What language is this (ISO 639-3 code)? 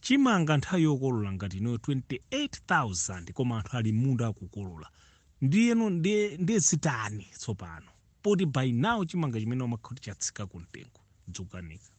nya